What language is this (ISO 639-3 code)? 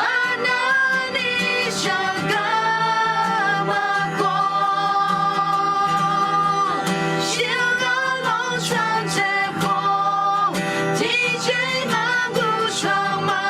ahk